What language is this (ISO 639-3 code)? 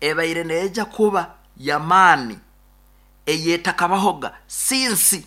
nyn